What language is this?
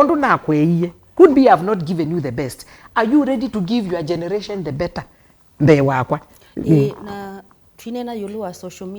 Kamba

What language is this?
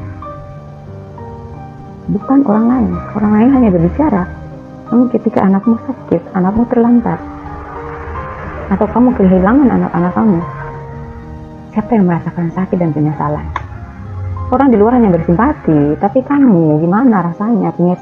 Indonesian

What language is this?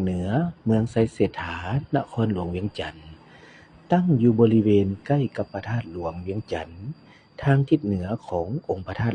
Lao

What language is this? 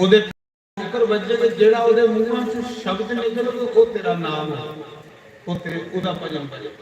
Dogri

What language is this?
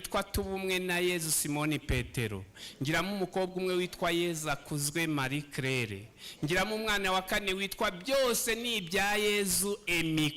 Kinyarwanda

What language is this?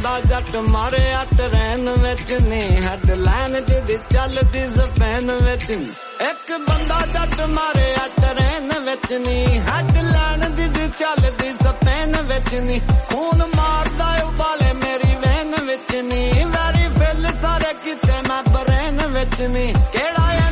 Punjabi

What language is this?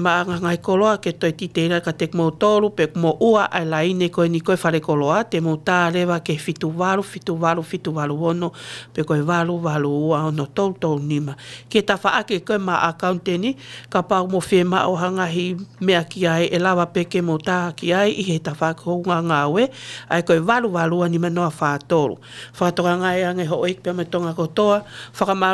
Tongan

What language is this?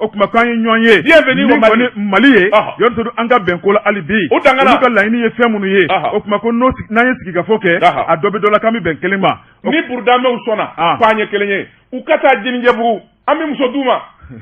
Bambara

